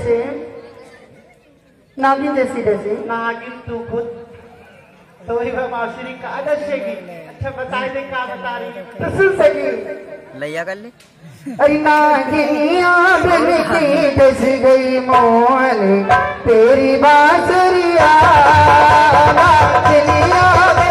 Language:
Bhojpuri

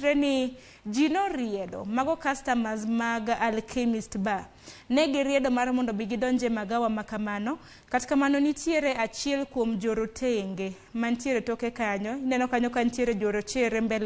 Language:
Luo (Kenya and Tanzania)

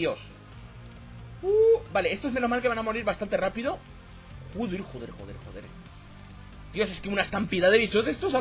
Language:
Spanish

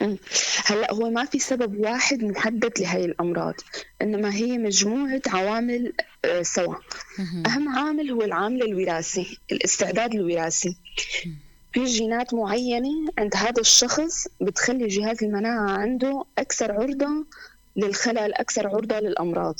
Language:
North Levantine Arabic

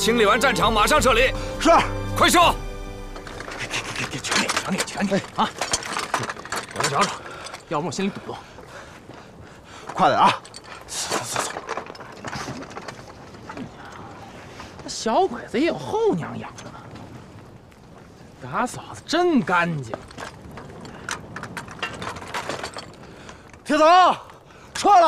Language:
Chinese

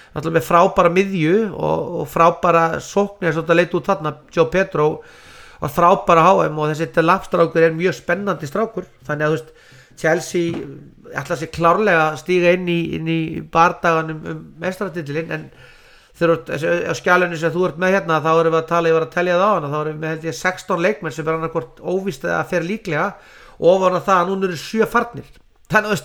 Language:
Icelandic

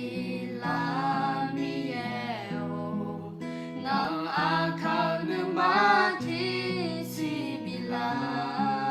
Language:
Akha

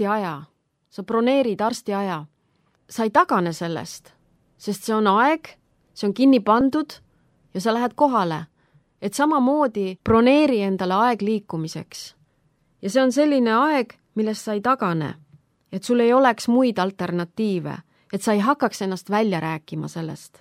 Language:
Estonian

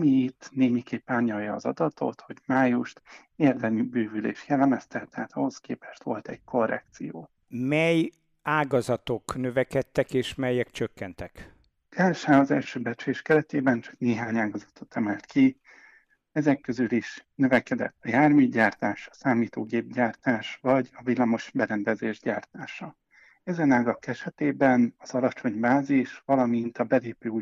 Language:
Hungarian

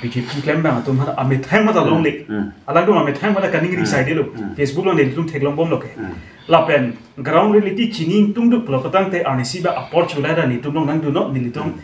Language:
Karbi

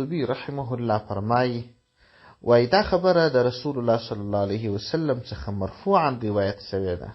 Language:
Pashto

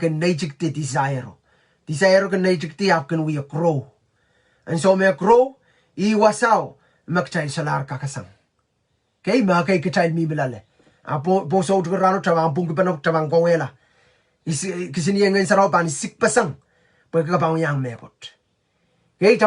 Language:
Pohnpeian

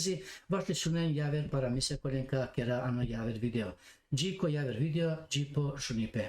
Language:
Balkan Romani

